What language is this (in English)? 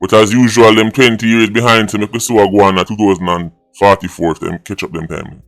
Jamaican Creole English